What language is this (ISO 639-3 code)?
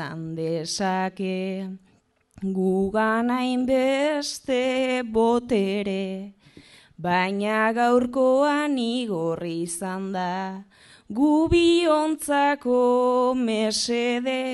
eus